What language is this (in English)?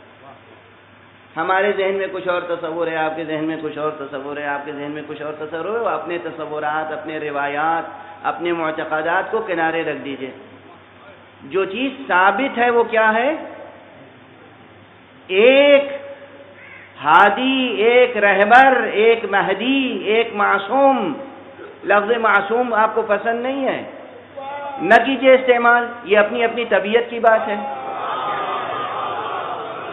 Urdu